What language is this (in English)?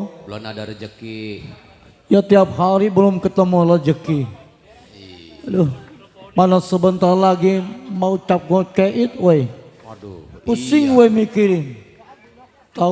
Betawi